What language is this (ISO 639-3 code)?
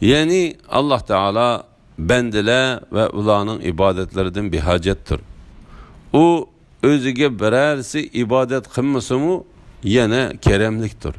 uig